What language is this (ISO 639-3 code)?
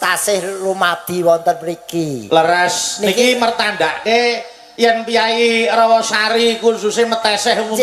jav